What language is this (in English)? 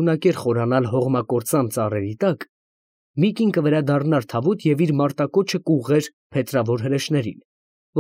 Armenian